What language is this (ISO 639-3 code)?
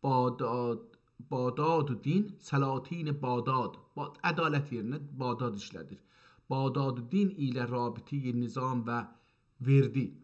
azb